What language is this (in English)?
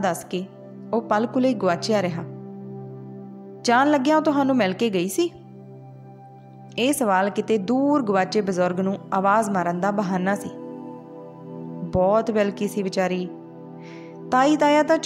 Punjabi